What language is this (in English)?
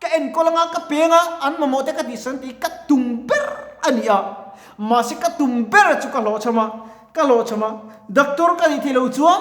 Mizo